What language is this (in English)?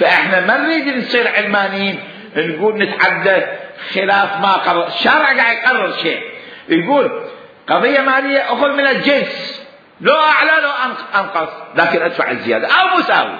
Mesopotamian Arabic